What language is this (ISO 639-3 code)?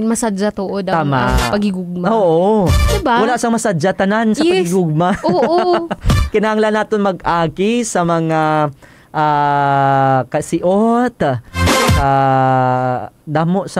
hil